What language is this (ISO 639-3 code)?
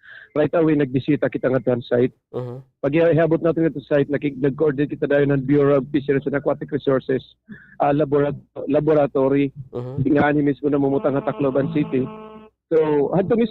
war